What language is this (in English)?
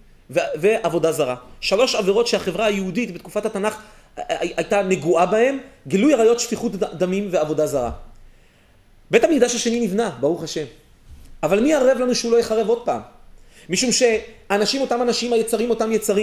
Hebrew